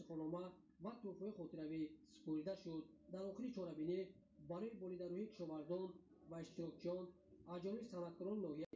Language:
Tajik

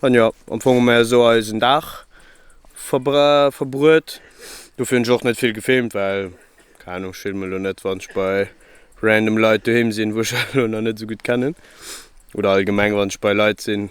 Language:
Luxembourgish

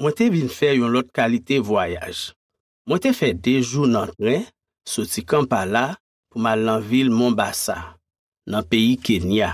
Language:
Haitian Creole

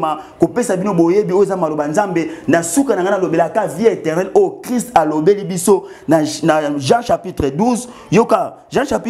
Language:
Lingala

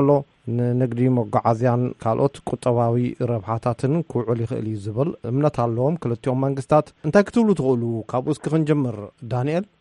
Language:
Tigrinya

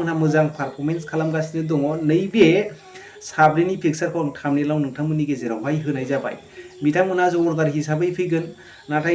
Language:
Bodo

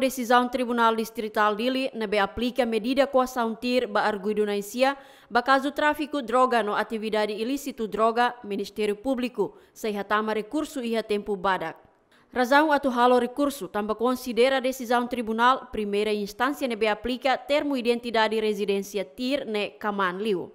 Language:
Tetum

